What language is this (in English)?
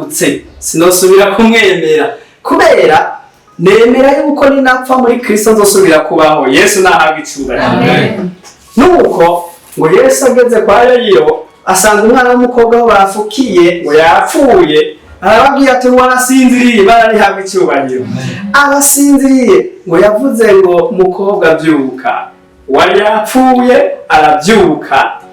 Rundi